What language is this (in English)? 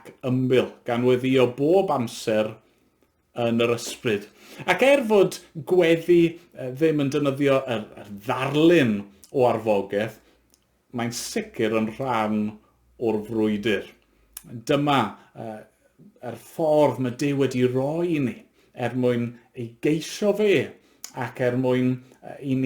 Welsh